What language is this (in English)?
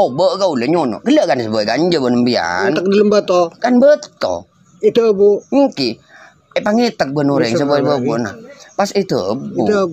Madurese